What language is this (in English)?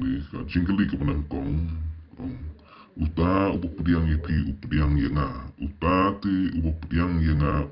Khasi